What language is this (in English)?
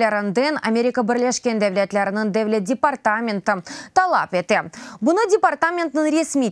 Crimean Tatar